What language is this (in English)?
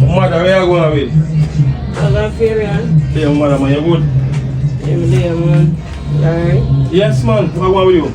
Jamaican Creole English